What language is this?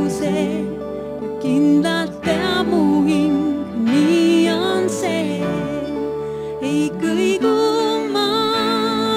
Estonian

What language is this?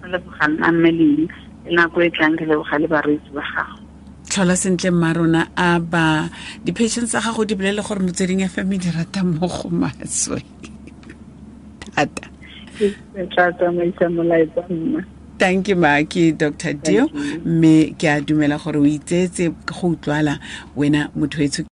Tswana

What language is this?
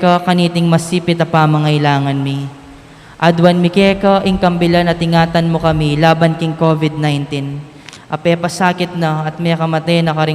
Pampanga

